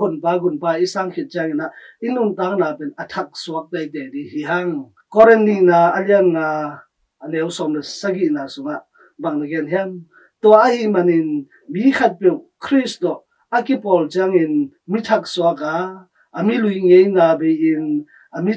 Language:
Tedim Chin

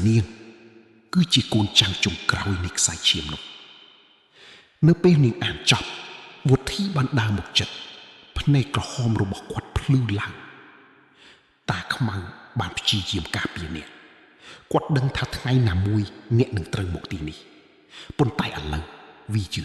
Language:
Khmer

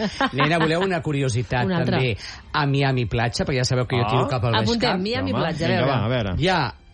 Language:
Catalan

